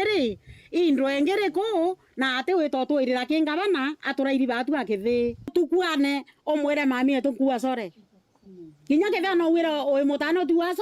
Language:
Meru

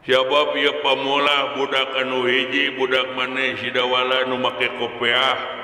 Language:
Sundanese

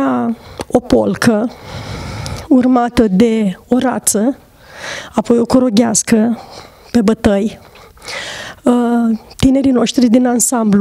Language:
Romanian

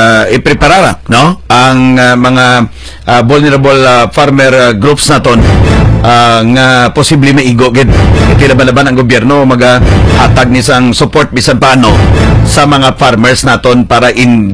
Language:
Hiligaynon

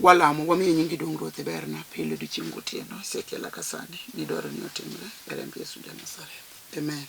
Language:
Luo (Kenya and Tanzania)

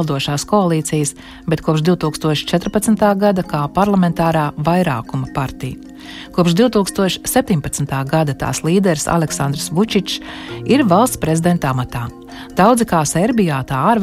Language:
Latvian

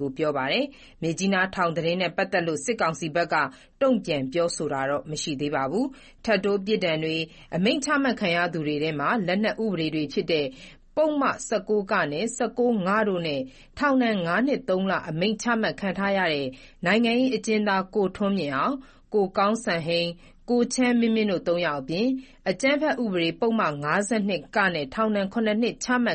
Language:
Burmese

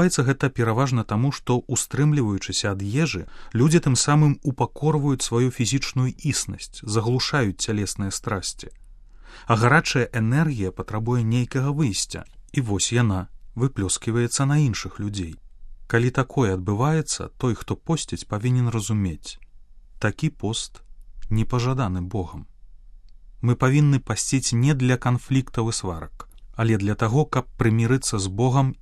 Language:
Belarusian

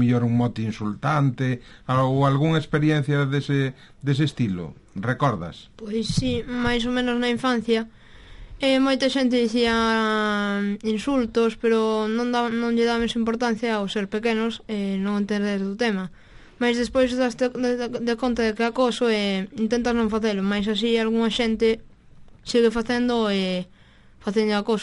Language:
Galician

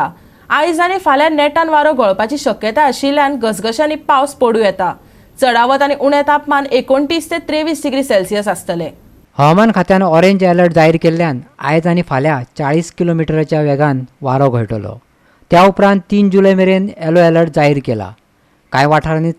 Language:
Konkani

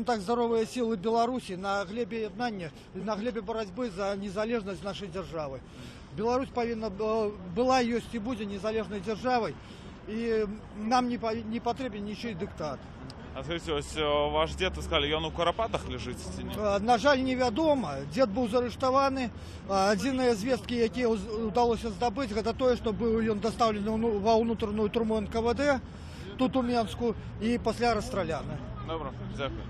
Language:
Belarusian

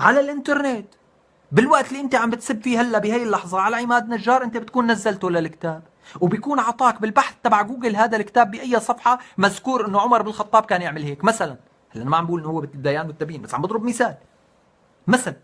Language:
North Levantine Arabic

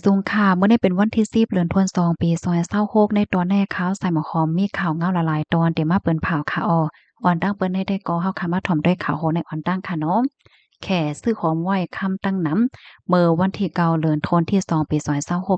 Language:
Shan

